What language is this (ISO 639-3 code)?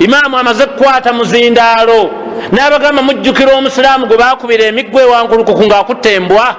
lug